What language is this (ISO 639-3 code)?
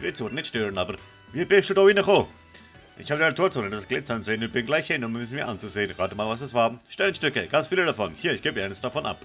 gsw